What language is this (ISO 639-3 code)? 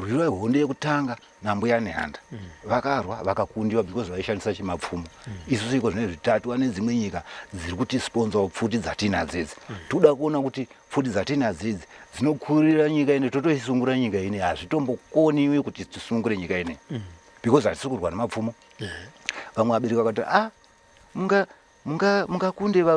sna